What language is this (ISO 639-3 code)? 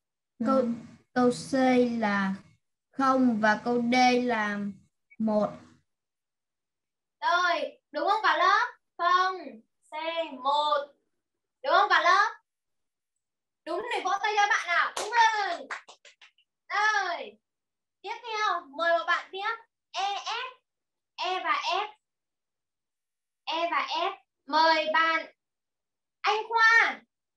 vie